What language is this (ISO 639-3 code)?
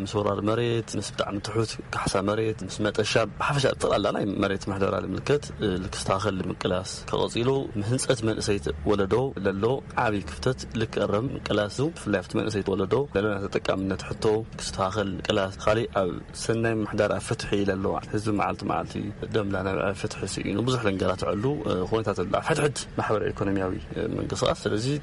tir